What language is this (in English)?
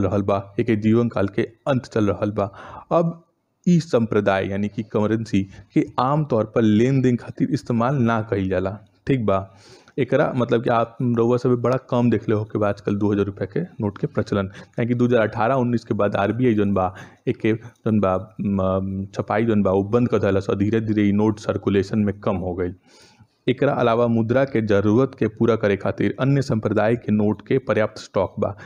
Bhojpuri